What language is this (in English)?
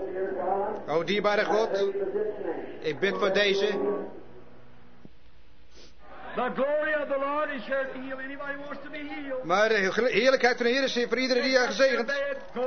Dutch